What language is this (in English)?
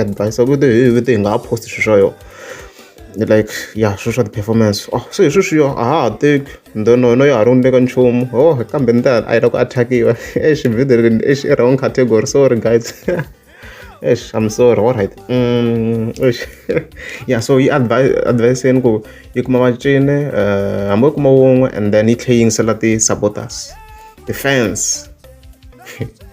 Tsonga